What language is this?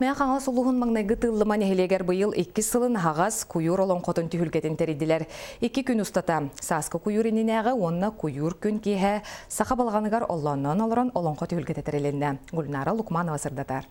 Yakut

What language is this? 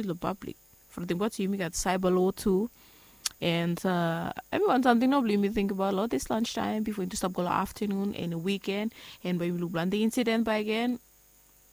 Bislama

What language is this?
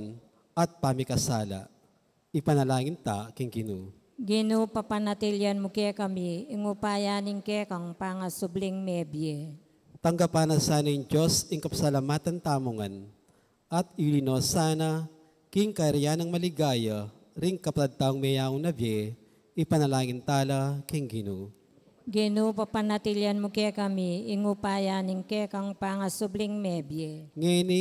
Pampanga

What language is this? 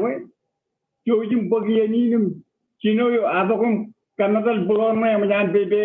Marshallese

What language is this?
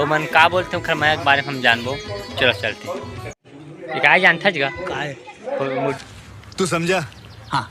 Chhattisgarhi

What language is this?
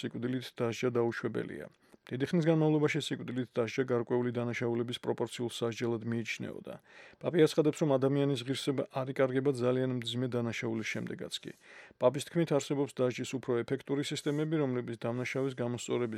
Georgian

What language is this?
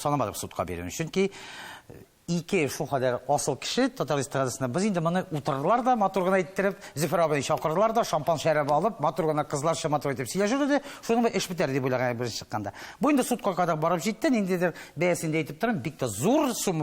Tatar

